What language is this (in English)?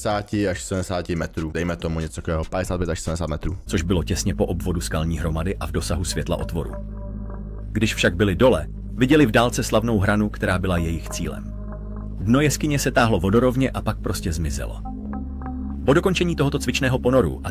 Czech